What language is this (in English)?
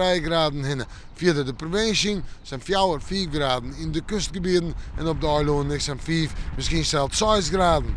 Western Frisian